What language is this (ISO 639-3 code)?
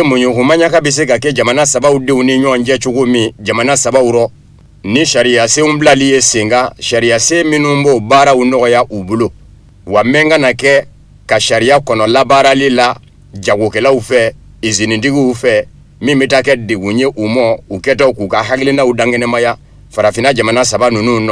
bam